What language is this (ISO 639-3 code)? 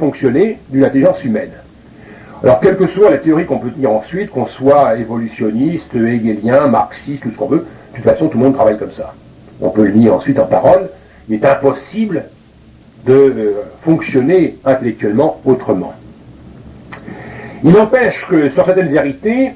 fra